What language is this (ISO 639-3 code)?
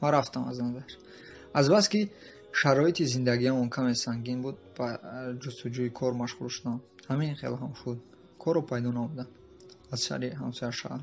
tgk